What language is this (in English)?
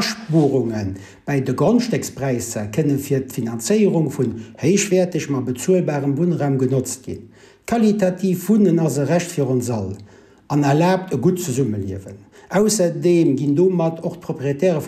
Luxembourgish